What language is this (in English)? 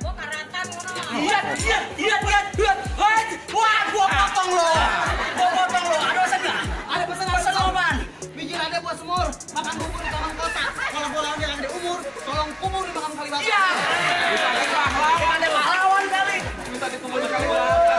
Betawi